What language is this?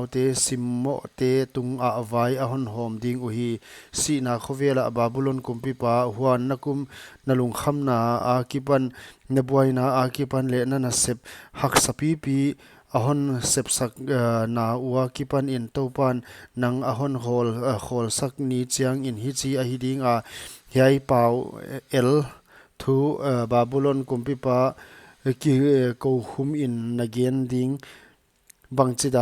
Paite Chin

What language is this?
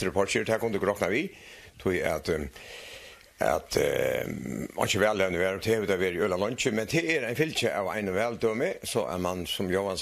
Faroese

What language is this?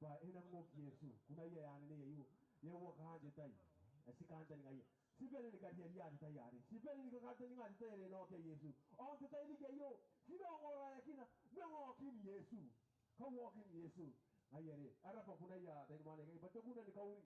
Gilbertese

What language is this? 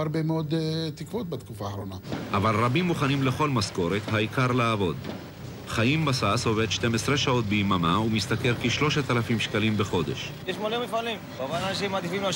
Hebrew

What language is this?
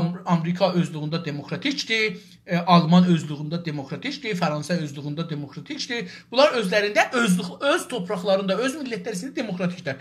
South Azerbaijani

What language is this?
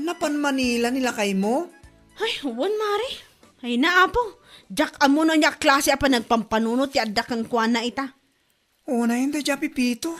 Iloko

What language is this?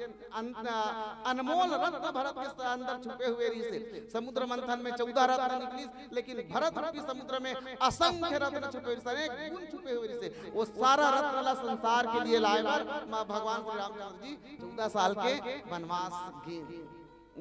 Chhattisgarhi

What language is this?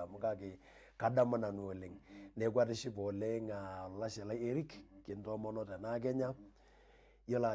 Masai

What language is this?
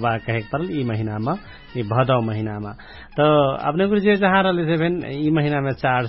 Dangaura Tharu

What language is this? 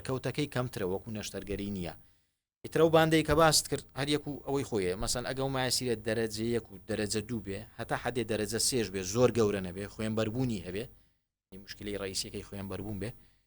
Central Kurdish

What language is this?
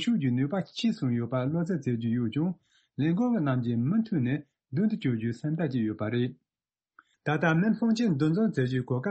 Tibetan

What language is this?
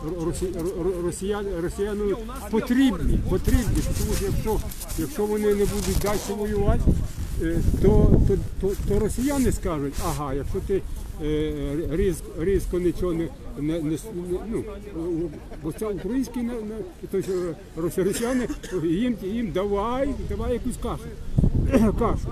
Ukrainian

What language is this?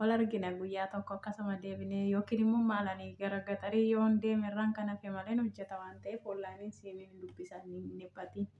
Oromo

